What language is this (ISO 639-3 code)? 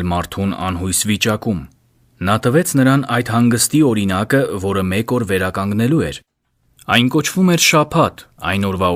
hye